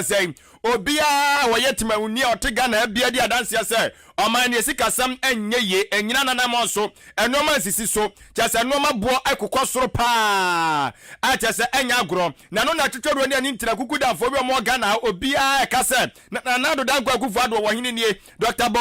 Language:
Akan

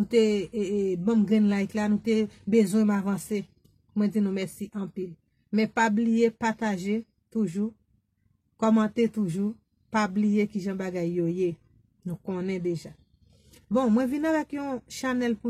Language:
Haitian Creole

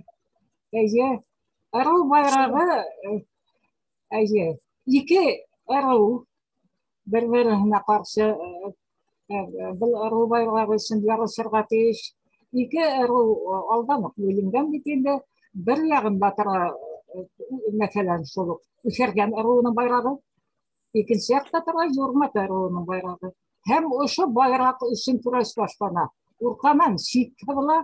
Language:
Bashkir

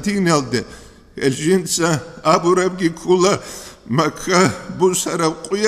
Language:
Avaric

